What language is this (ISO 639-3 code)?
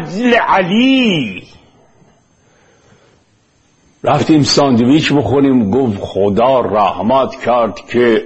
fas